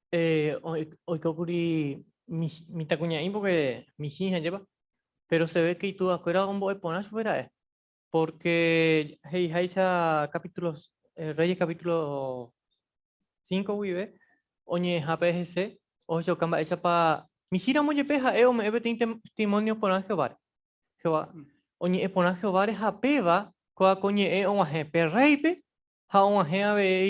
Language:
Guarani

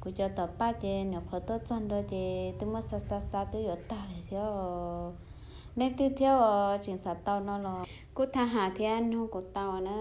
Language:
Hmong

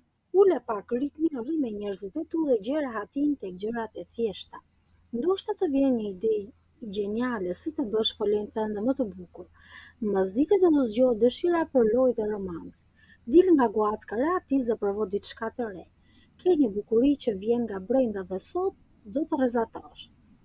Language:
Albanian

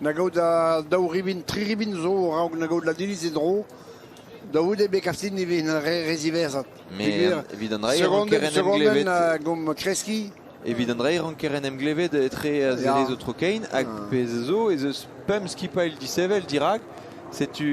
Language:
Breton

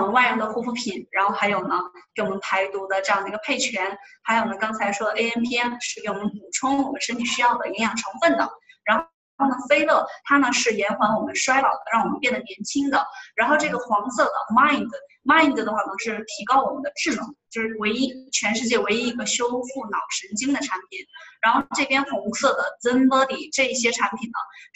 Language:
Chinese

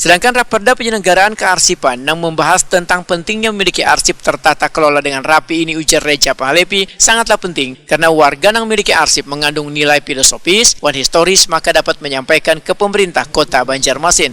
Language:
Banjar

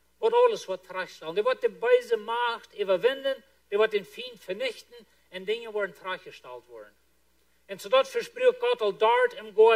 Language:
Plautdietsch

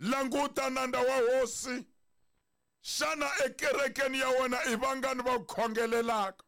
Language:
Tsonga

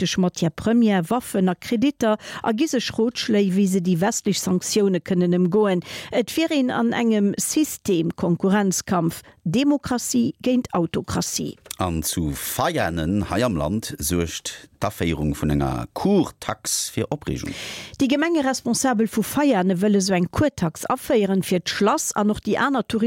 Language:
Luxembourgish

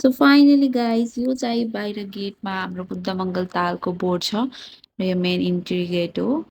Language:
Nepali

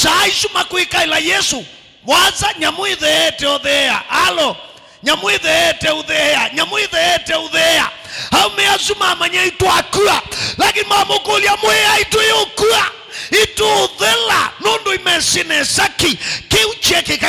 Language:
Kamba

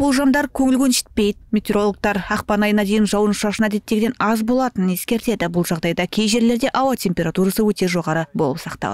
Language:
Kazakh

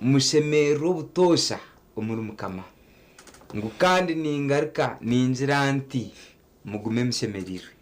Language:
Nyankole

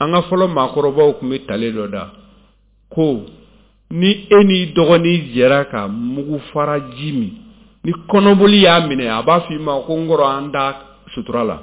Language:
Bambara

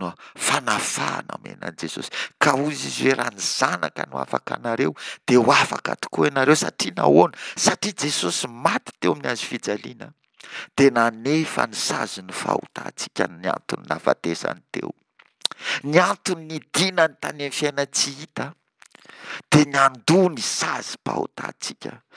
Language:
Malagasy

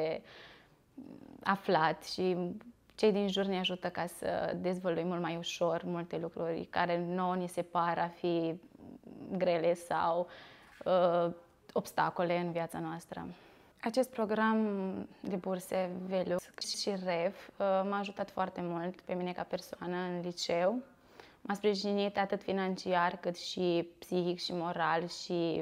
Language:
Romanian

